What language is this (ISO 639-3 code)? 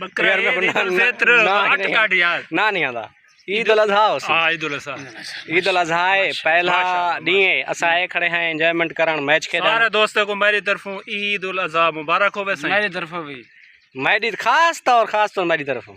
skr